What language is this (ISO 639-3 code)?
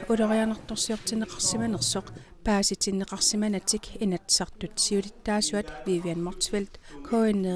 kal